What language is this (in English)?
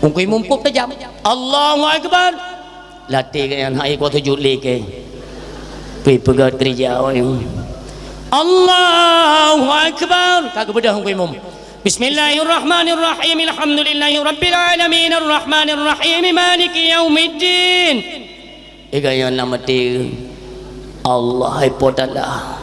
Achinese